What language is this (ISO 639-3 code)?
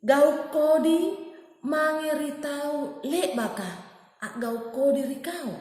mak